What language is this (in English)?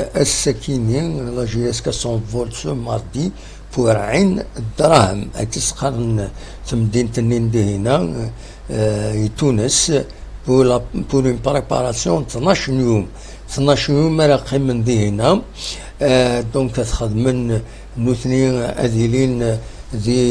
Kabyle